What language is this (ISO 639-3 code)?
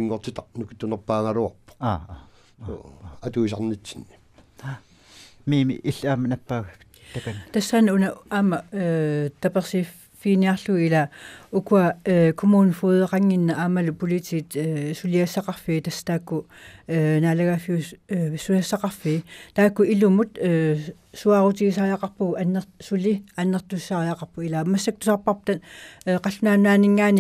kal